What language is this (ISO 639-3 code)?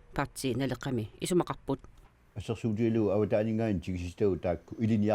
kal